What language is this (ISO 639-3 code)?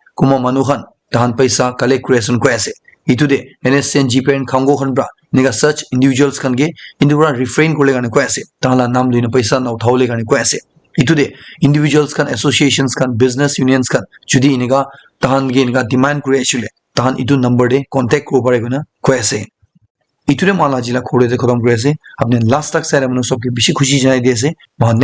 nag